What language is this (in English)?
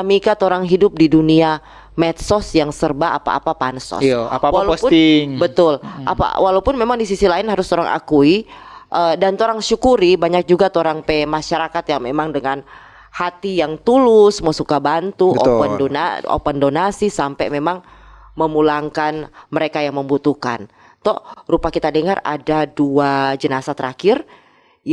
Manado Malay